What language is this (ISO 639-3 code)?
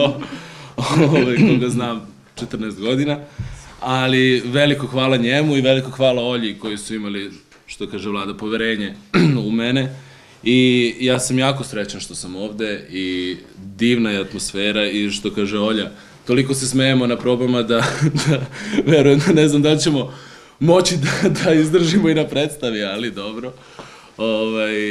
srp